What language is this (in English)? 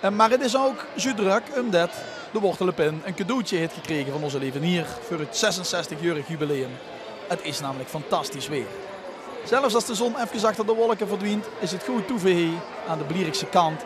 Limburgish